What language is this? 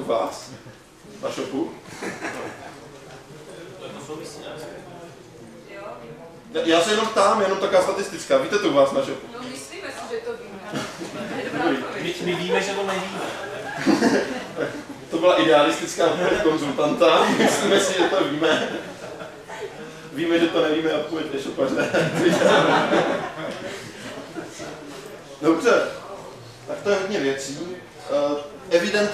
Czech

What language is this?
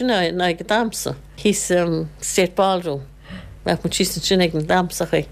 Irish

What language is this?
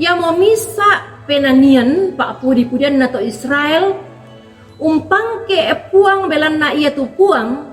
Toraja-Sa'dan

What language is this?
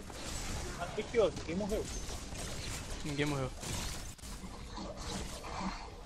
Portuguese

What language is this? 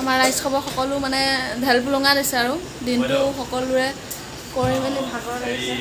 Assamese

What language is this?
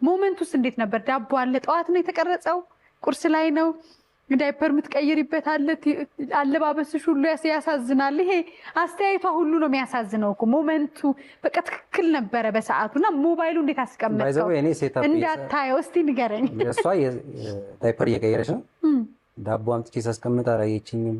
Amharic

